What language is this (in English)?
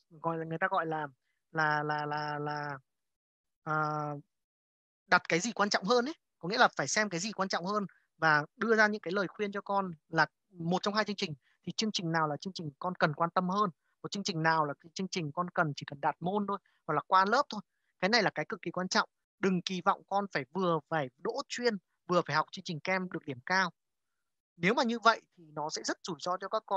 Vietnamese